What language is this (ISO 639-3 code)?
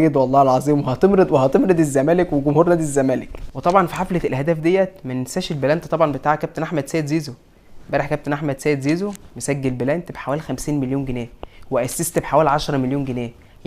arz